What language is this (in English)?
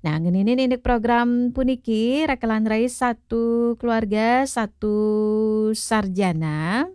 Balinese